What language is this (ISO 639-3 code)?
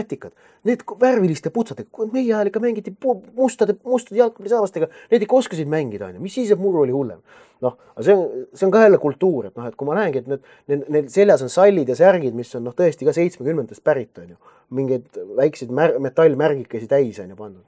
est